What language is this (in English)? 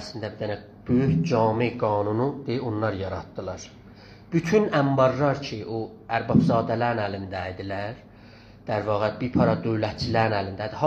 South Azerbaijani